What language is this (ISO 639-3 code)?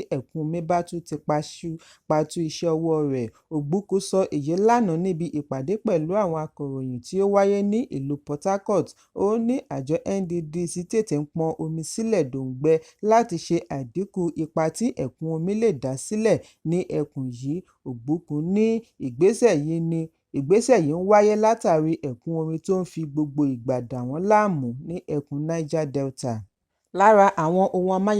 yor